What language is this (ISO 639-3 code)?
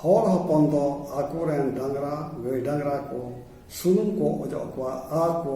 sat